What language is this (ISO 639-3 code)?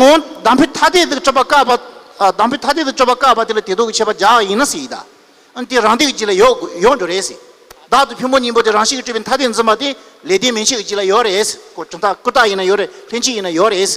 bod